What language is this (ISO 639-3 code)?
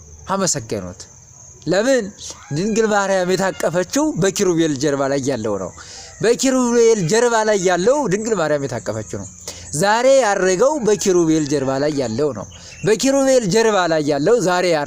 amh